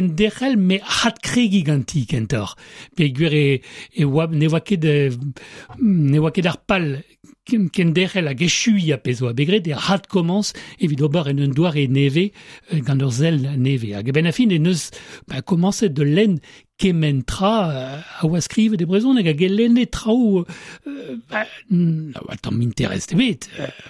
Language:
Breton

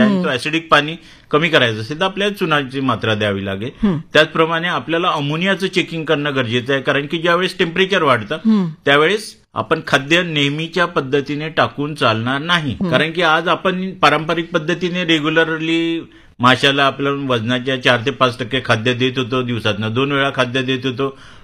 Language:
Marathi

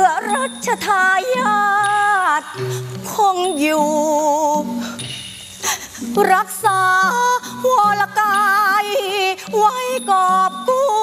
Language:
Thai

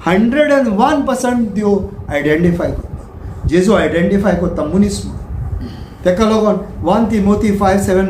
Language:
Konkani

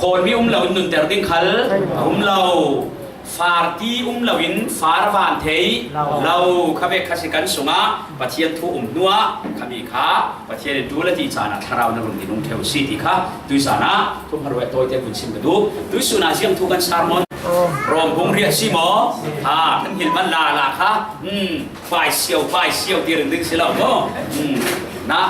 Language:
Falam Chin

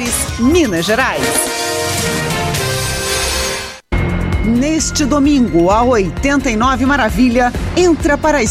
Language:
Portuguese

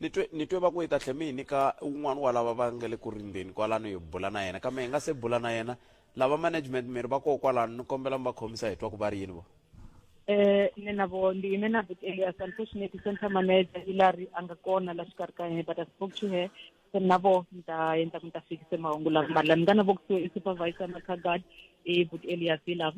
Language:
Tsonga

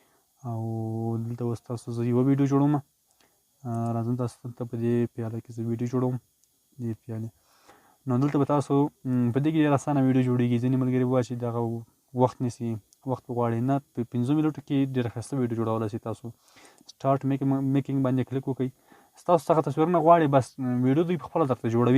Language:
Pashto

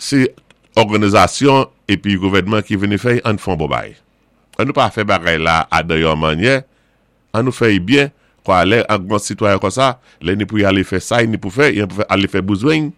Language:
Saint Lucian Creole French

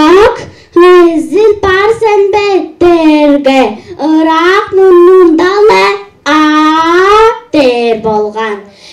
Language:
Tuvinian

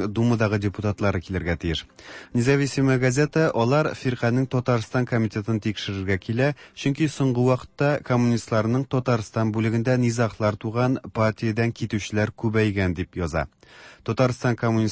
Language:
Tatar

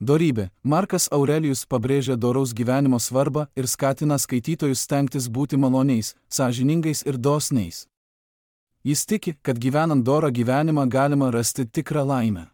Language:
Lithuanian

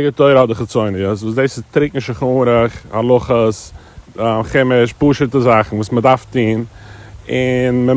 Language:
Yiddish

